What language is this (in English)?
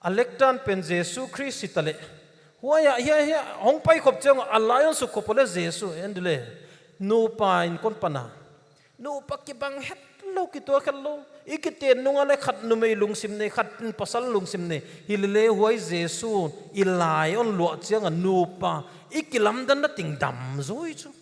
Paite Chin